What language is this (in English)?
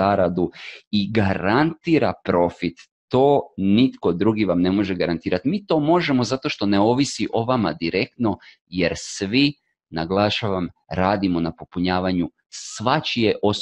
Croatian